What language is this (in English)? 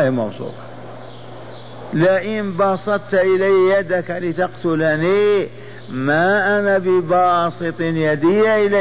Arabic